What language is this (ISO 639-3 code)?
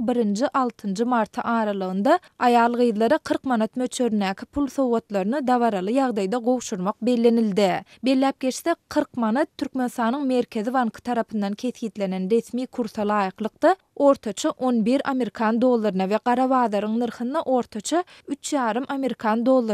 tuk